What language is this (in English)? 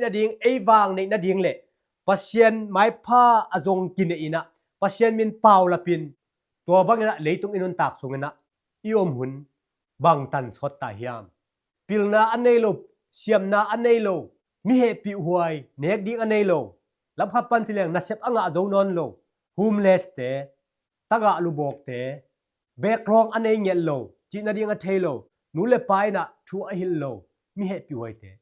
Tedim Chin